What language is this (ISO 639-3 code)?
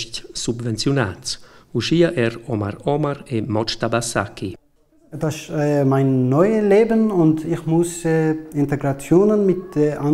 roh